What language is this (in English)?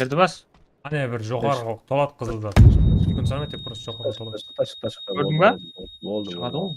Kara-Kalpak